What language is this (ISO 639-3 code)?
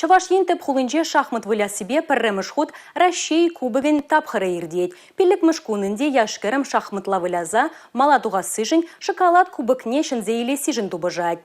chv